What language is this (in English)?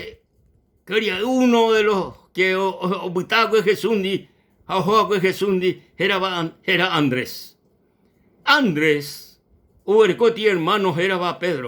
Guarani